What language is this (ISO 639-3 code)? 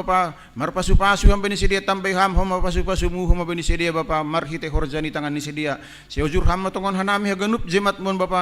bts